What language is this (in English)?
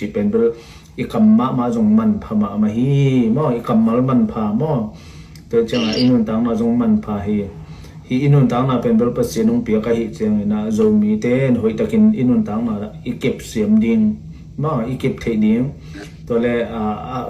Tedim Chin